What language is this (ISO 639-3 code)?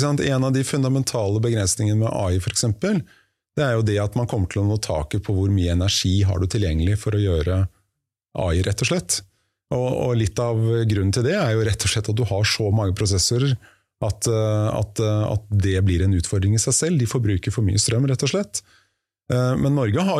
nor